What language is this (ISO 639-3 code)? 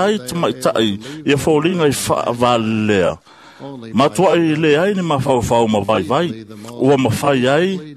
smo